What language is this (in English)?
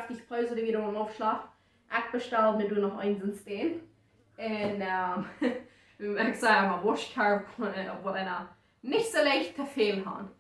Plautdietsch